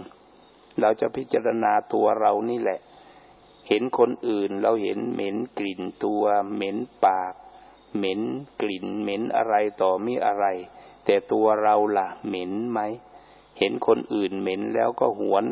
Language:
Thai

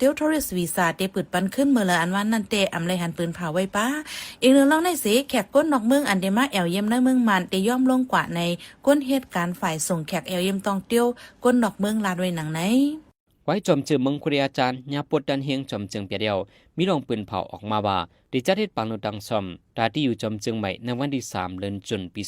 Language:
Shan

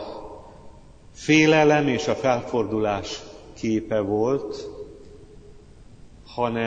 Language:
Hungarian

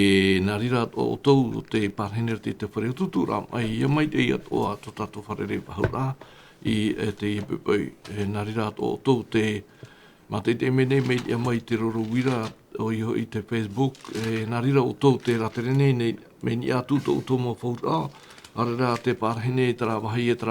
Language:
Tahitian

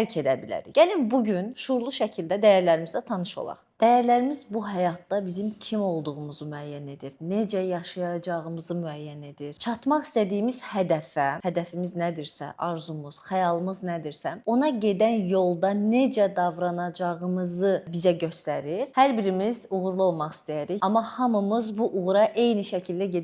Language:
Azerbaijani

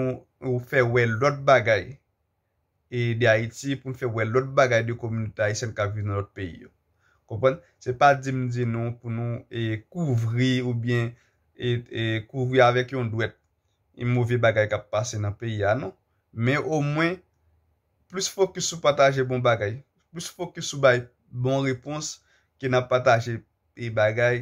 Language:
Haitian Creole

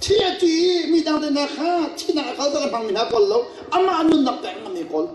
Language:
Hakha Chin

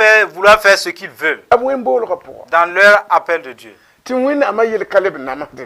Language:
Mossi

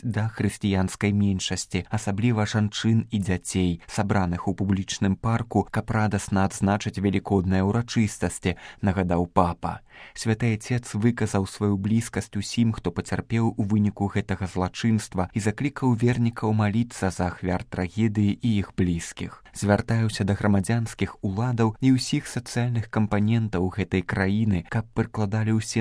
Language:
Belarusian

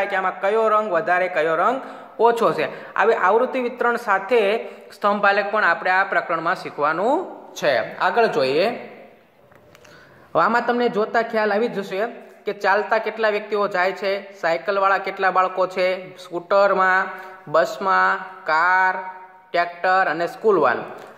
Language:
Gujarati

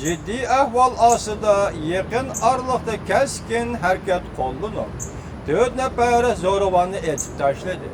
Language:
Uyghur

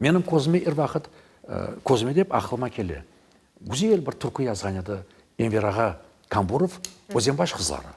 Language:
Crimean Tatar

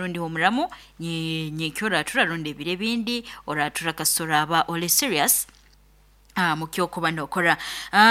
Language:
Nyoro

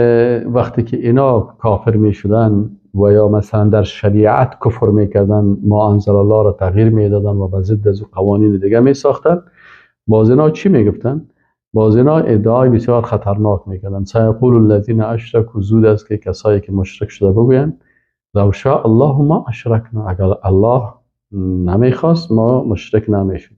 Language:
Persian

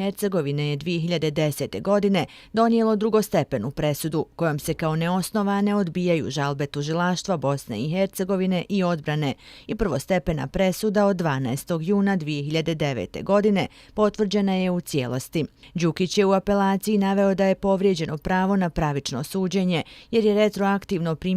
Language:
Bosnian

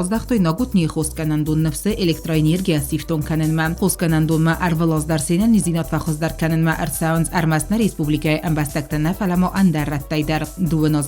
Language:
Ossetic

